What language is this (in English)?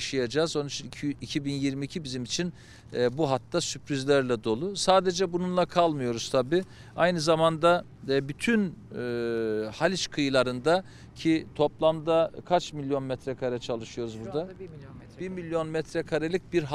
Turkish